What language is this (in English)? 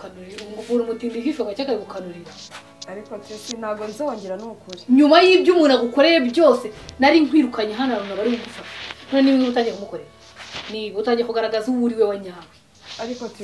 Kinyarwanda